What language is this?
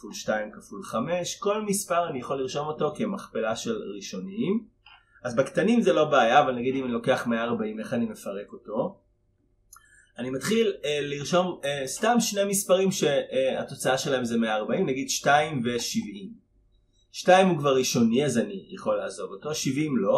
Hebrew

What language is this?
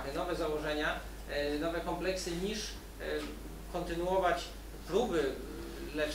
Polish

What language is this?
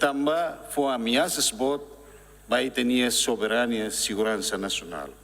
Tetum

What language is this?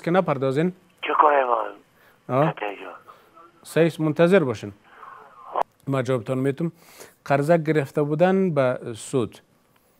Persian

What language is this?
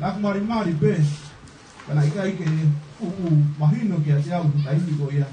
Tongan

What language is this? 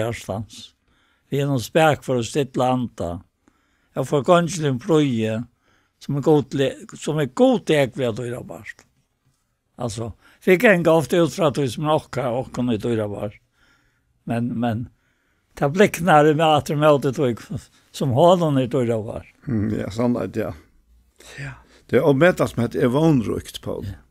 Faroese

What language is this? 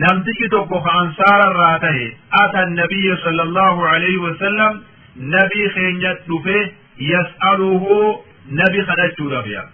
Oromo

